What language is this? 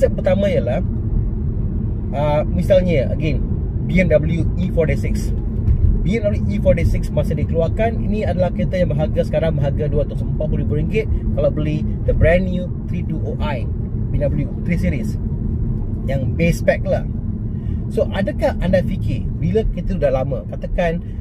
Malay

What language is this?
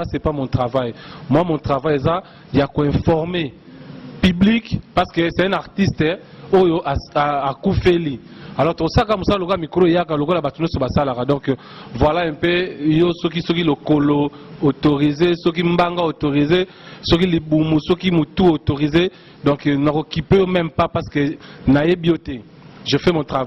Lingala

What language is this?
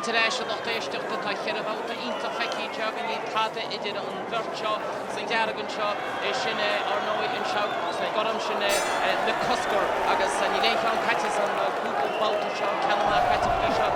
Irish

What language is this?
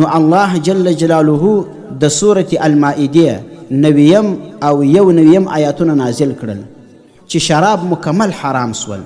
Pashto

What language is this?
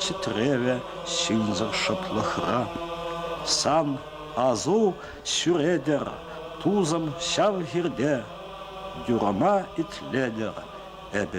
Chuvash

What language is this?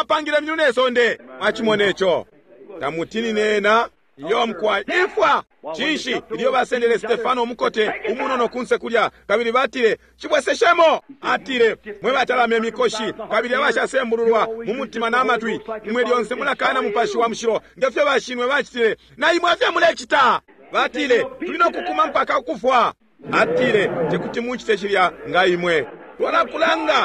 Bemba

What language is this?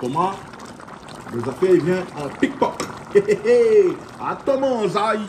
Réunion Creole French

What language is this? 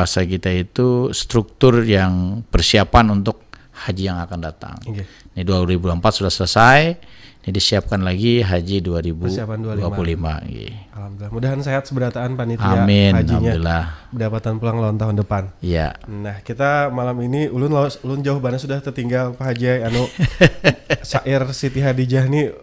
Banjar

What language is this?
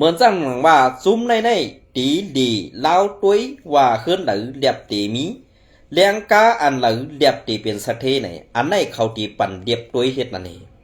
Shan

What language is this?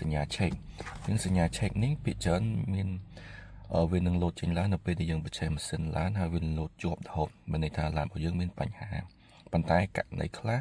Khmer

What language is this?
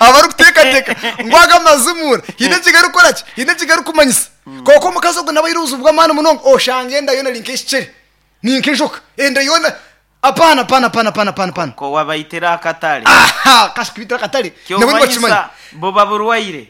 Nyankole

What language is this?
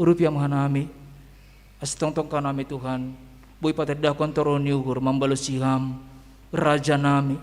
Batak Simalungun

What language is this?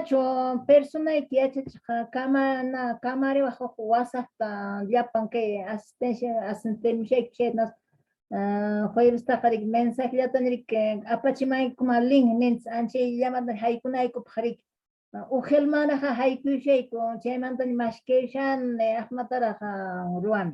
Quechua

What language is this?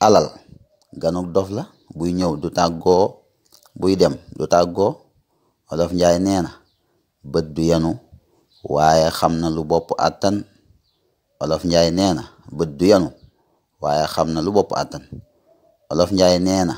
Wolof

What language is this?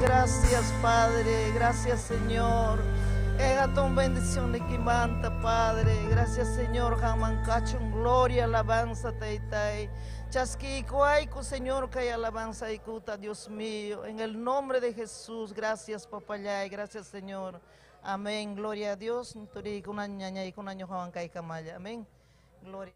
Ayacucho Quechua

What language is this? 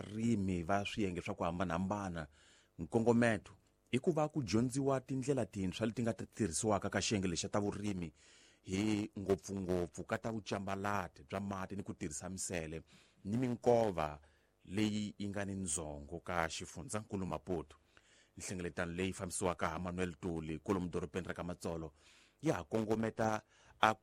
Tsonga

